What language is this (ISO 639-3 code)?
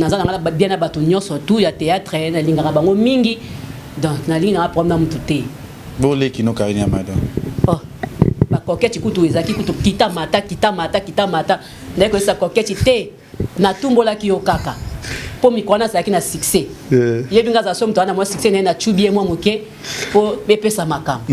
lin